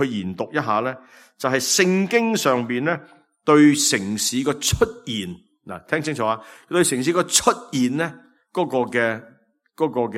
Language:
Cantonese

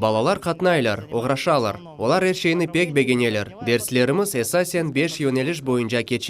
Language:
Crimean Tatar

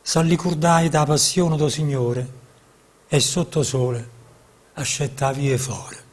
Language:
Neapolitan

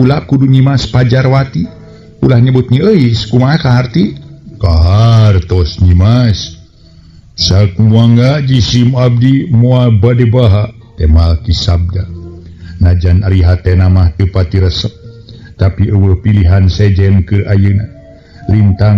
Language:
Sundanese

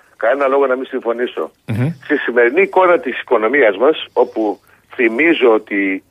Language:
Greek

